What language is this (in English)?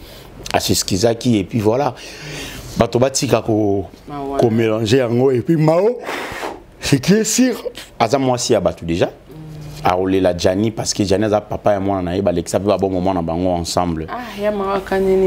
Lingala